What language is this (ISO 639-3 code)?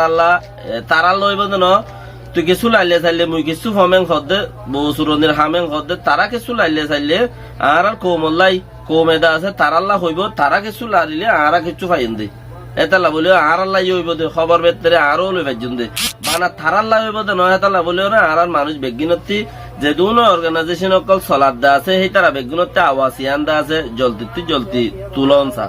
rhg